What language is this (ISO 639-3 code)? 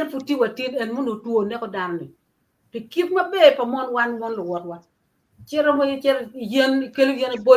ach